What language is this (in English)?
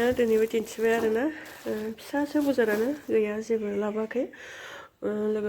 Bodo